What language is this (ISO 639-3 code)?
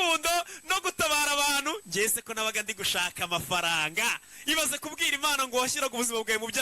kin